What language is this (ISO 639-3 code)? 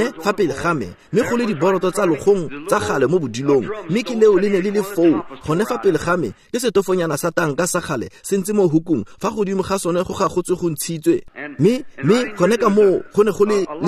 tsn